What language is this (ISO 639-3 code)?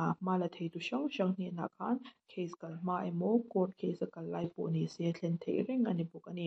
lus